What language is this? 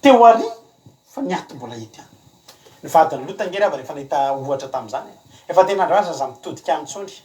Malagasy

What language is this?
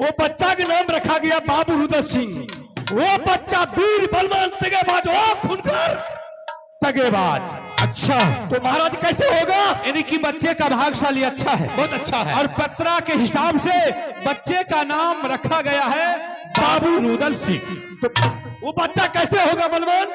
Maithili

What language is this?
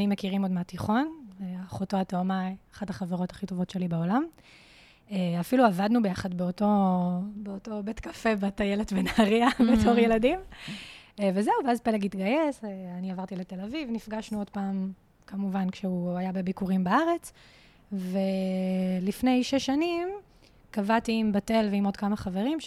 Hebrew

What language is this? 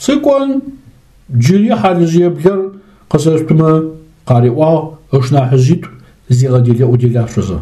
Adyghe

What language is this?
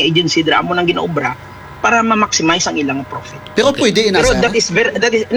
Hiligaynon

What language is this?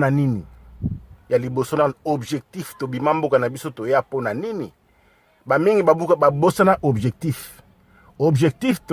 Lingala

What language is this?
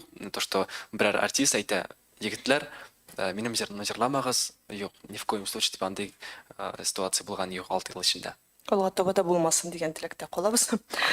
Tatar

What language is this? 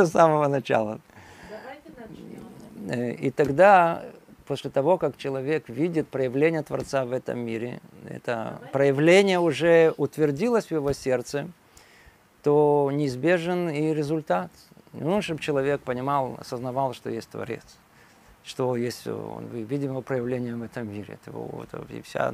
Russian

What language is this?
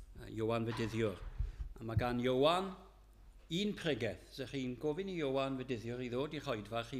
Welsh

